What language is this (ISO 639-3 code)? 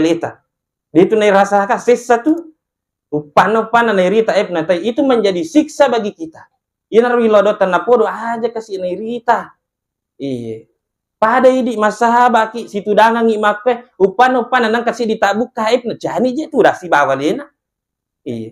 bug